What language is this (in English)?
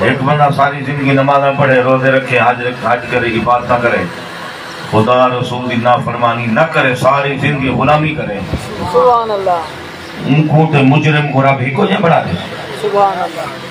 Saraiki